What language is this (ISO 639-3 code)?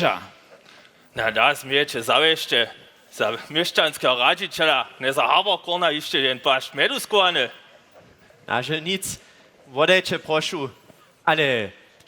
hsb